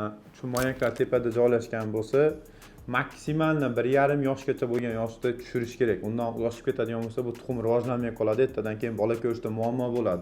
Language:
Uzbek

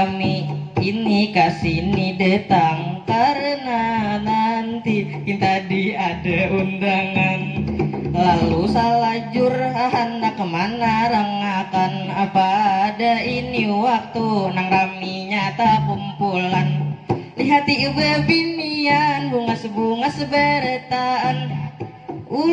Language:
Banjar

